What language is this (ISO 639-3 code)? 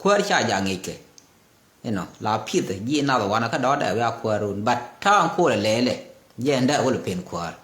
nus